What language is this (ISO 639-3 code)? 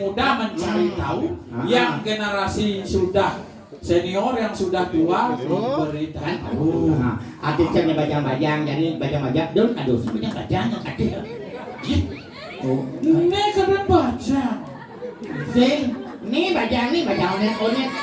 ban